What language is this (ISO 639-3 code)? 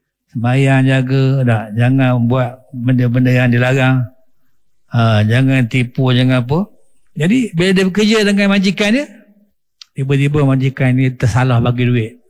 msa